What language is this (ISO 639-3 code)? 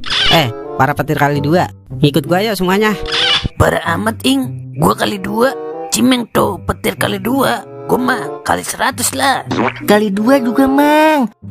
bew